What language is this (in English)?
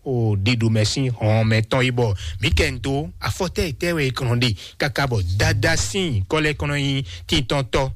Fon